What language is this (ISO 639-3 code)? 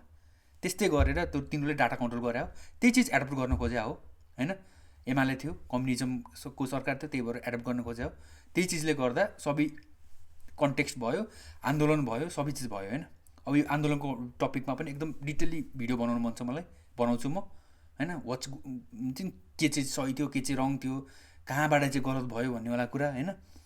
nep